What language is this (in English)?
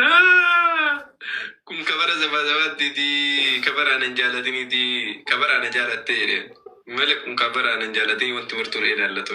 Oromo